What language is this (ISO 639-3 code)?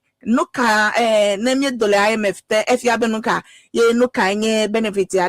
ewe